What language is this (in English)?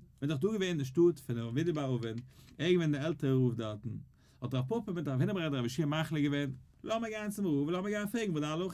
Yiddish